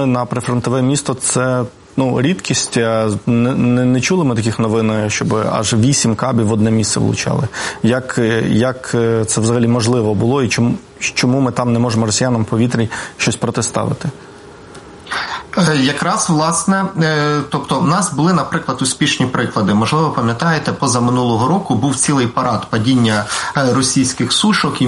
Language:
Ukrainian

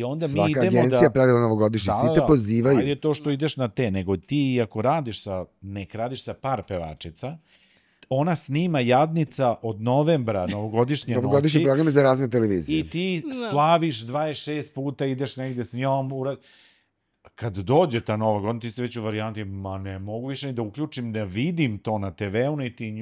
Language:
Serbian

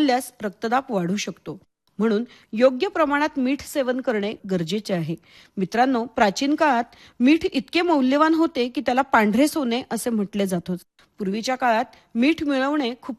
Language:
Marathi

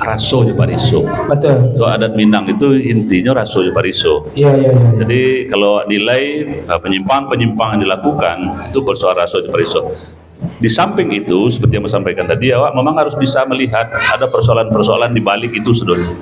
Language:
Minangkabau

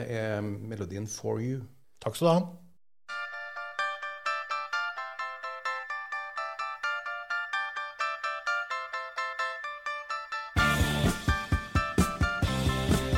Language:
Norwegian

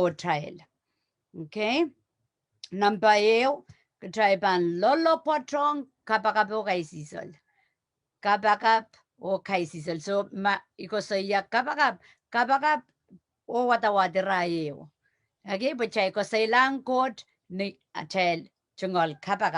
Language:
Pohnpeian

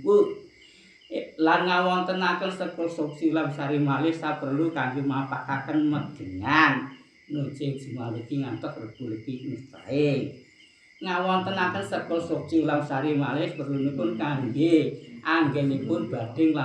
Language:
Javanese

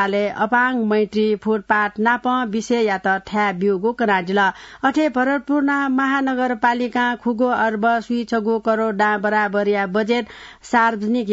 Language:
Newari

